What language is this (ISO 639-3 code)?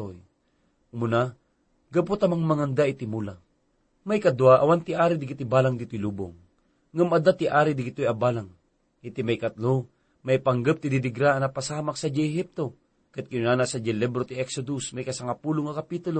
ilo